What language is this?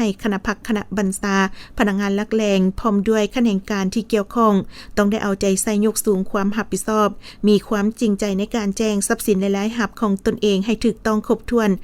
Lao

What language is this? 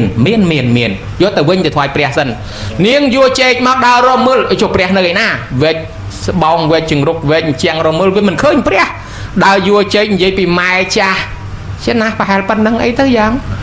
Khmer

